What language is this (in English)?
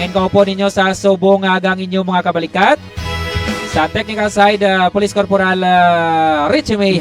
Hiligaynon